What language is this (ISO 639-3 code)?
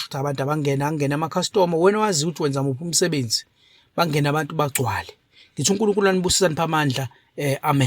zul